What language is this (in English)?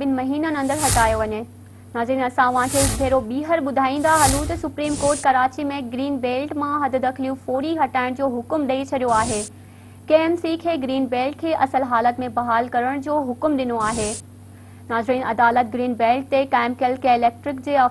Sindhi